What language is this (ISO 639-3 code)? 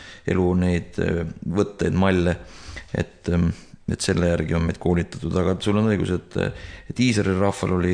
est